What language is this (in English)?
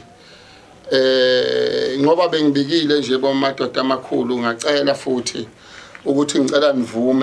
Zulu